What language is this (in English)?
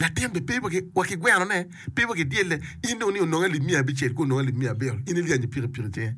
Acoli